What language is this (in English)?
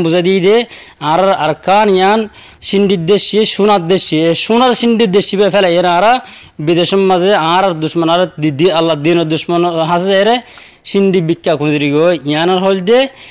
Rohingya